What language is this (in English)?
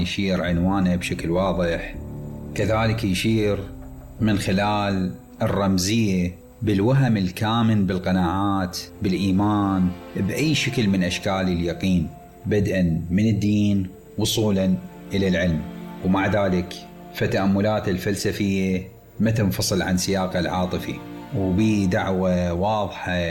Mesopotamian Arabic